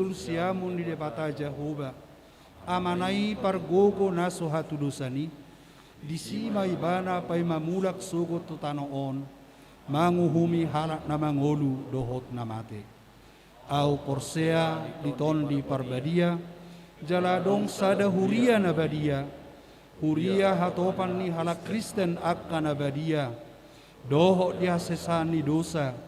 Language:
Batak Toba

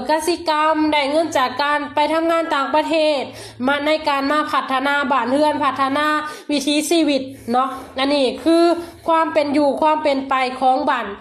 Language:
Lao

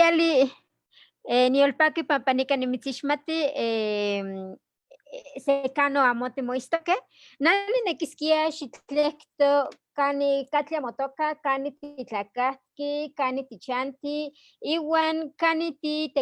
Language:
Eastern Huasteca Nahuatl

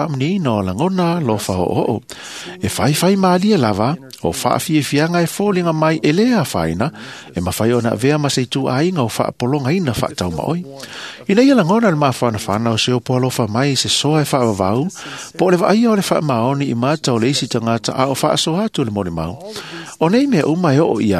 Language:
Samoan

